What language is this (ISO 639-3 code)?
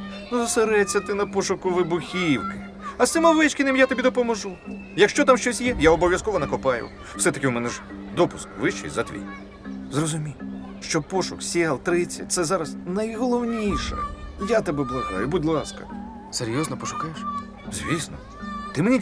ukr